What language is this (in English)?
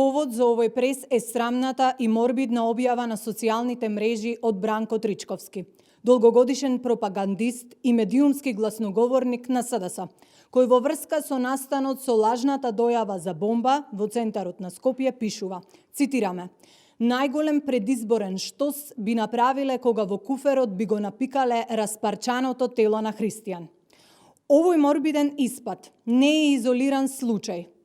Macedonian